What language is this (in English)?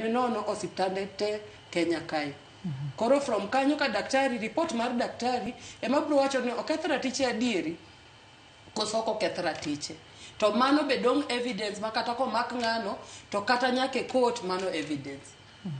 Luo (Kenya and Tanzania)